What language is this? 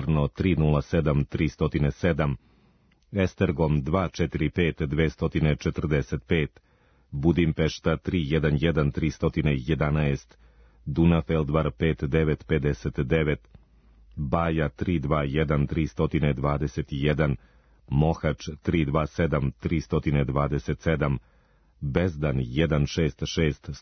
Serbian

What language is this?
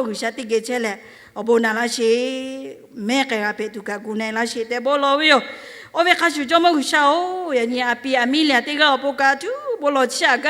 Lahu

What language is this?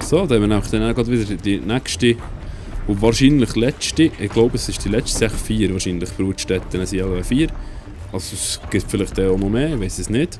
Swiss German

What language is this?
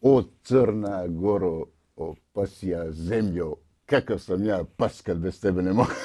Bosnian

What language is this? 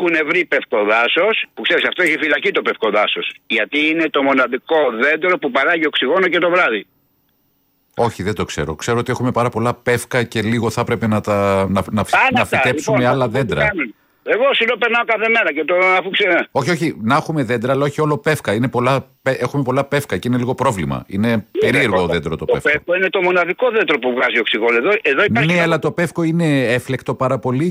Greek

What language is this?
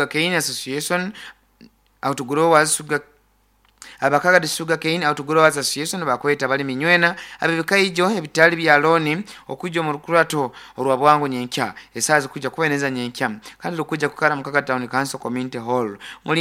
Nyoro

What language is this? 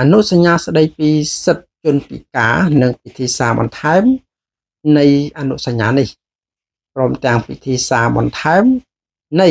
Khmer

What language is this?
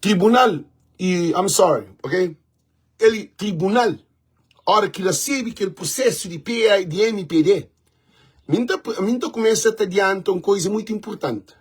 Kabuverdianu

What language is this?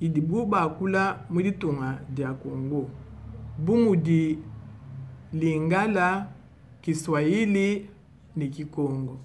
Luba-Lulua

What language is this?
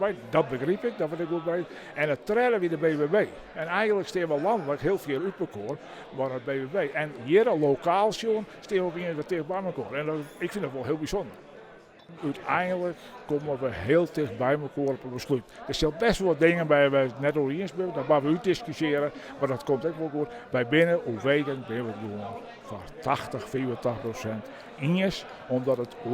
Western Frisian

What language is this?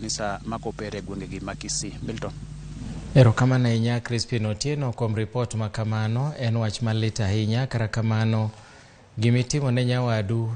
Luo (Kenya and Tanzania)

